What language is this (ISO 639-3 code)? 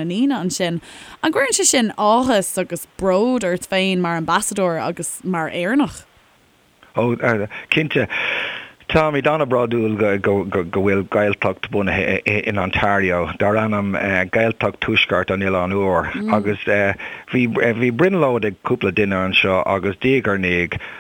gle